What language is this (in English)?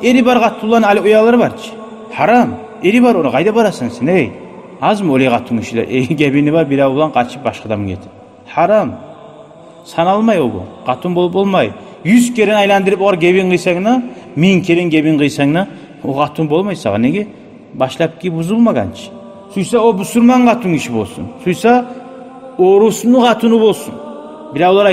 Kumyk